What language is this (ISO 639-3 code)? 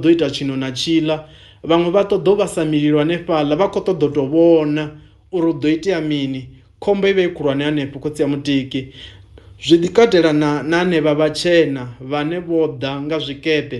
ven